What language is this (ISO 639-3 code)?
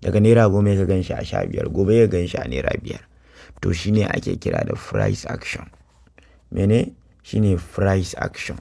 hau